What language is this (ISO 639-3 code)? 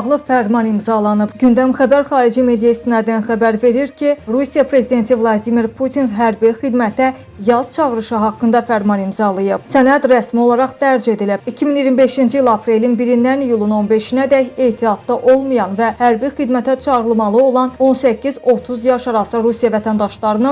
aze